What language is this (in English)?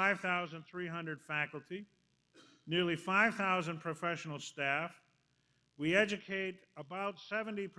English